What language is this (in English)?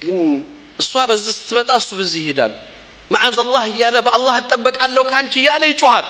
Amharic